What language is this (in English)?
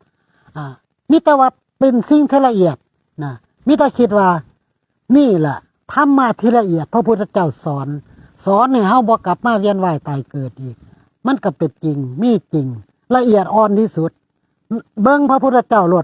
Northeastern Thai